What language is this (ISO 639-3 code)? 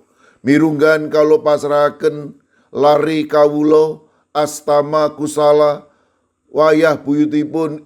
jav